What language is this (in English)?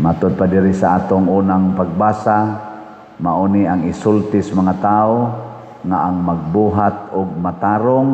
Cebuano